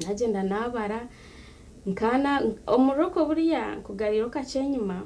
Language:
Nyankole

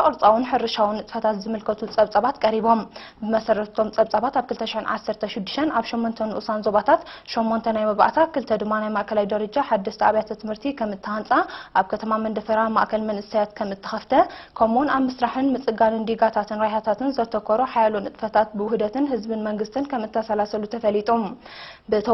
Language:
Tigrinya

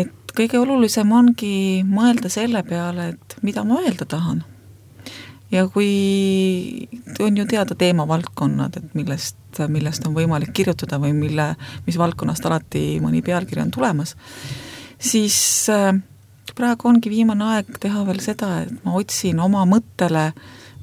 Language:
Estonian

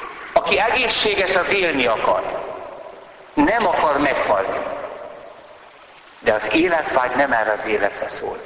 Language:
Hungarian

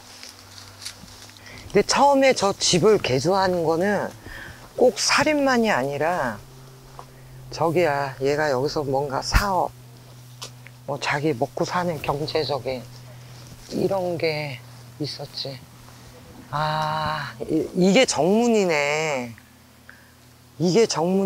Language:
Korean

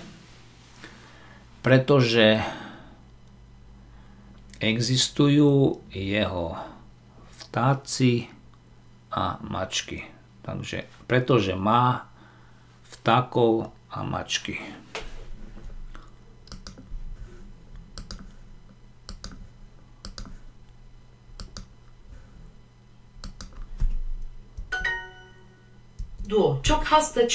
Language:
Slovak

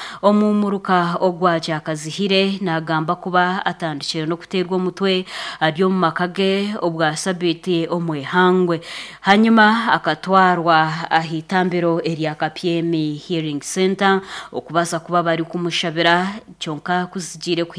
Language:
Nyankole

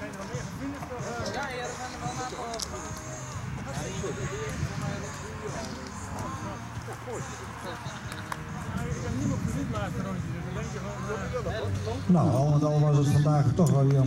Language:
Dutch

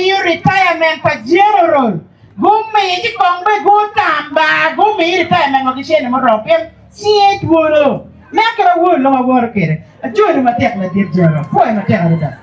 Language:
Acoli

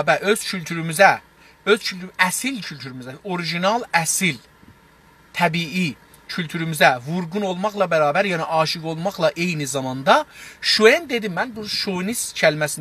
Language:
South Azerbaijani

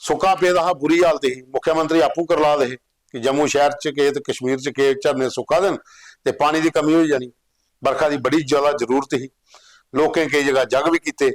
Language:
Dogri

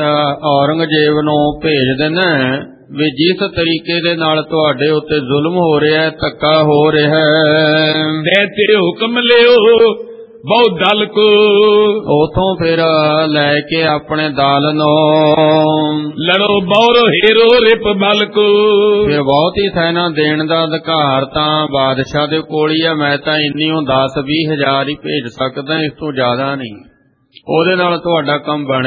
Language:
Punjabi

